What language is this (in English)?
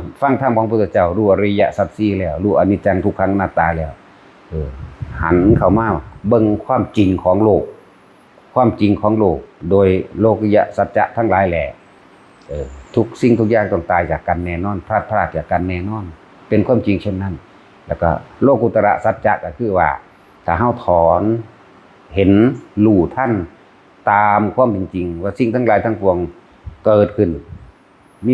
Northeastern Thai